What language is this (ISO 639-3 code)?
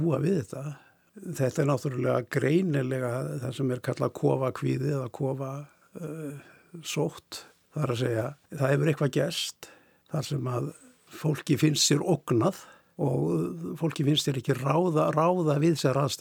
isl